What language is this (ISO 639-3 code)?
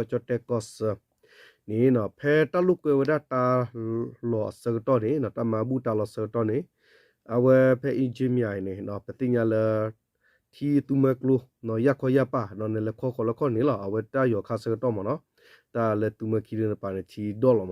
ksw